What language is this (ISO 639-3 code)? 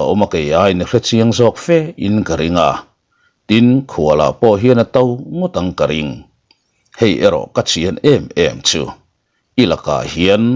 lus